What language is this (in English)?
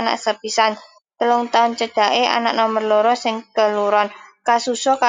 Javanese